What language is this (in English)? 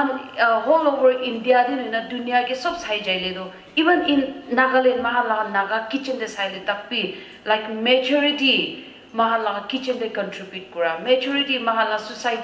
Naga Pidgin